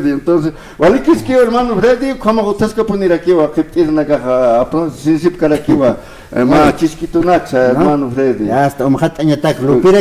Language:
Aymara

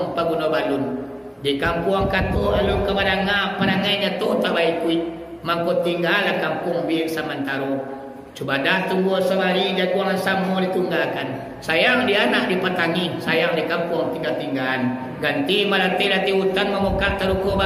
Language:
Minangkabau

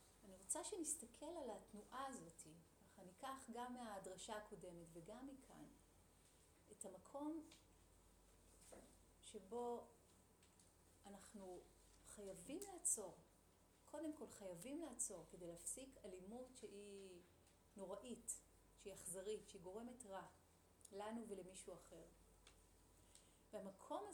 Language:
Hebrew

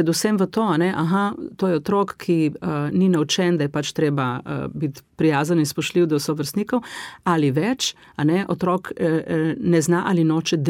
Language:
Slovenian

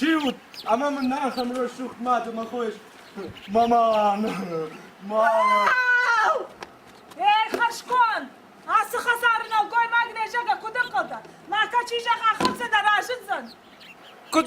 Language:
Ossetic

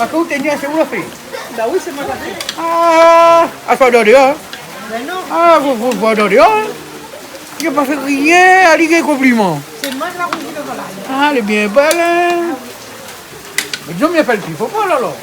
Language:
Réunion Creole French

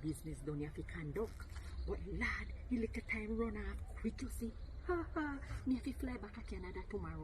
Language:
Jamaican Creole English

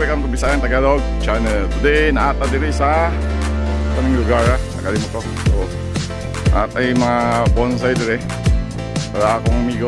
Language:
Cebuano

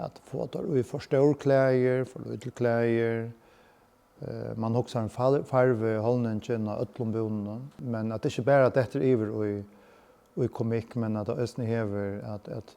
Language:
Faroese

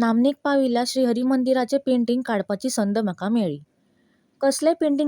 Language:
Konkani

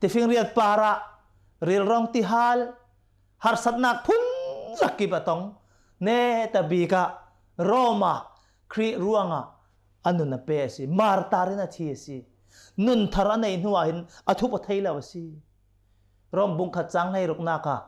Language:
Hakha Chin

